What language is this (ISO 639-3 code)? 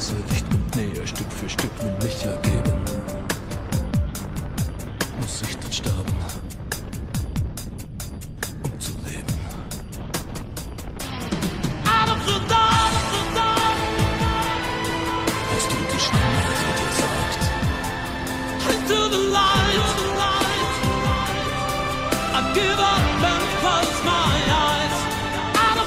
deu